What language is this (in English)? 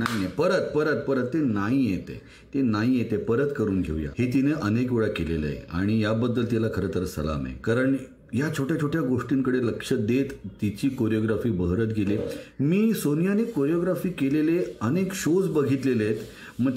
Marathi